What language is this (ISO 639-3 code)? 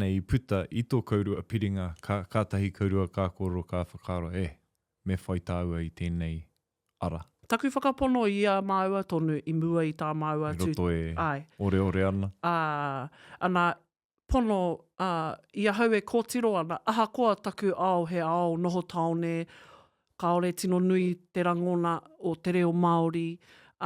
mri